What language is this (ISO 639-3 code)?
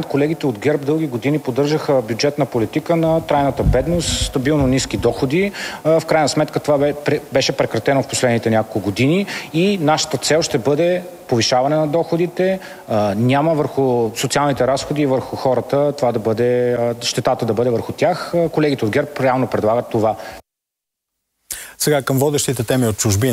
bul